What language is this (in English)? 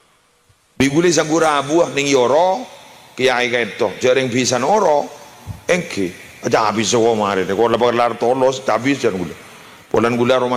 Madurese